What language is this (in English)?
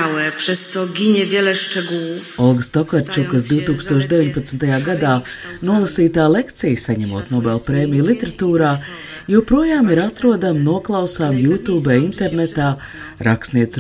Latvian